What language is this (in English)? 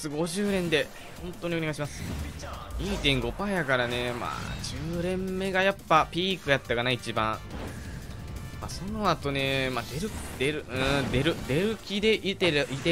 Japanese